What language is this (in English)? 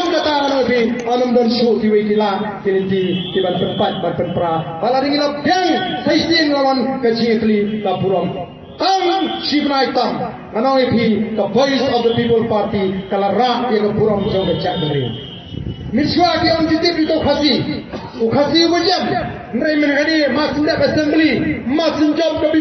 Khasi